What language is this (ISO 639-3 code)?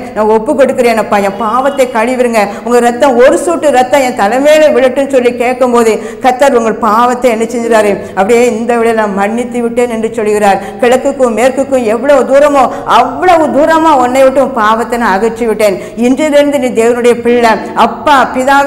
tam